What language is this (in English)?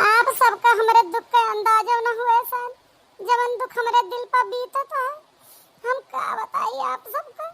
Awadhi